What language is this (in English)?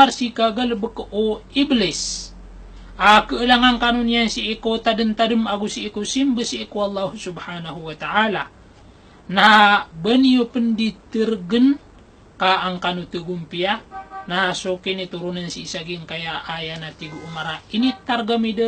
Maranao